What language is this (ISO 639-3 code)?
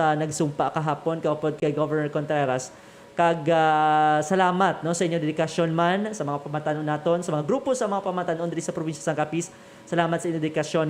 hil